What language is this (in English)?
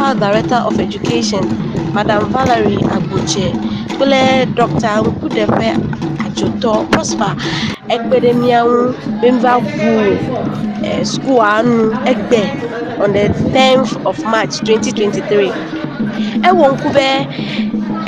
Ewe